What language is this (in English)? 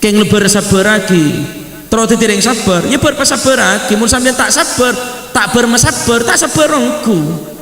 Madurese